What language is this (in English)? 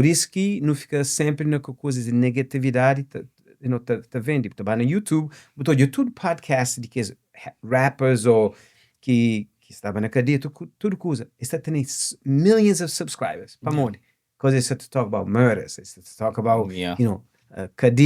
Kabuverdianu